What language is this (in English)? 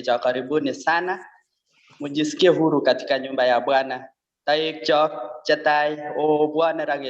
Kalenjin